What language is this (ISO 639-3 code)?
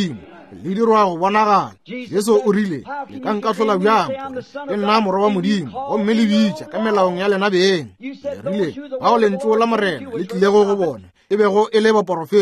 nso